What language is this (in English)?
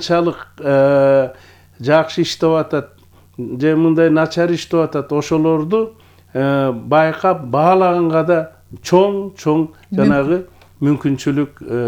Kyrgyz